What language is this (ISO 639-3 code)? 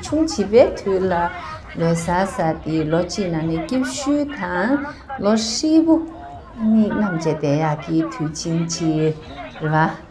bod